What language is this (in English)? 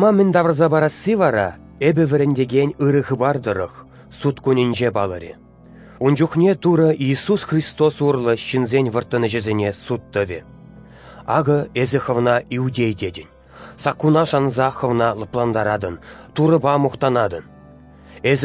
Chuvash